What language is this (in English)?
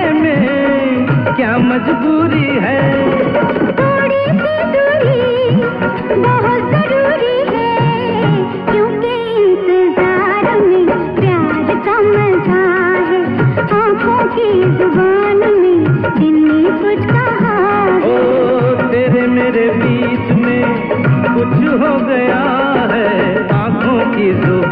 Hindi